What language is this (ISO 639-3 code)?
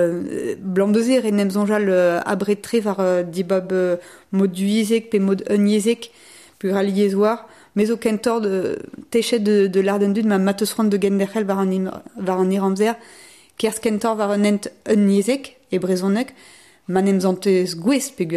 bre